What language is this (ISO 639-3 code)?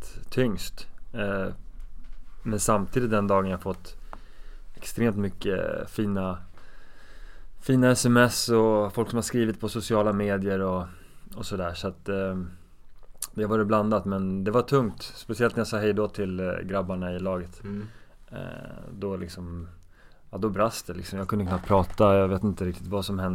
swe